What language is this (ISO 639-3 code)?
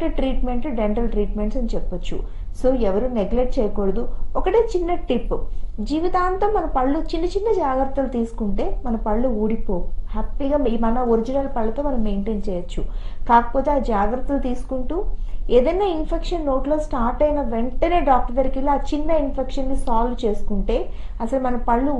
tel